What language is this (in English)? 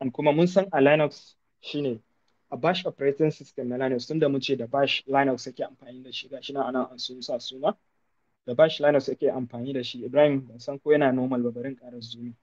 Hausa